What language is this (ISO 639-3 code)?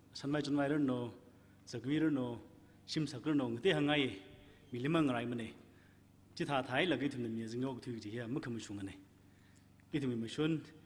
nmf